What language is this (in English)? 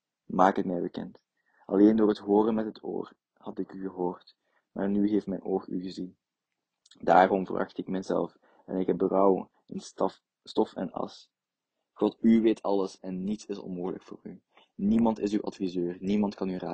Dutch